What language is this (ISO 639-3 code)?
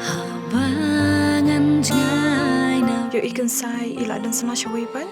kha